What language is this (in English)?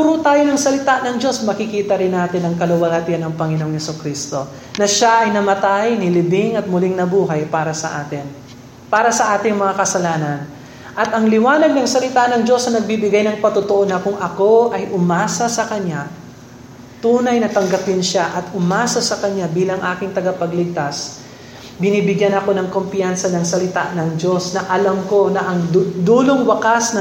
Filipino